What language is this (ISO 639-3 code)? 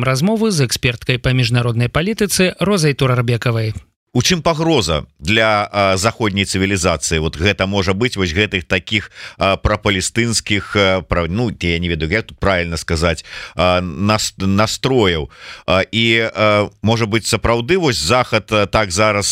bel